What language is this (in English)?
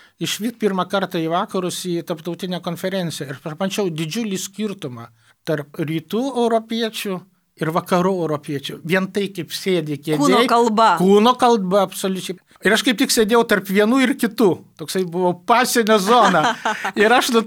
Lithuanian